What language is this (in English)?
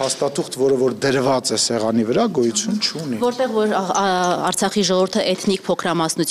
Armenian